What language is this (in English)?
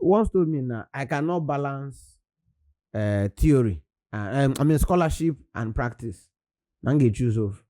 Igbo